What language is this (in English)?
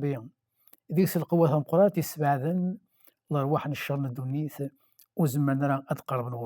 Kabyle